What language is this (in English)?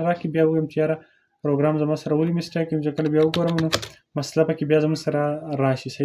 Pashto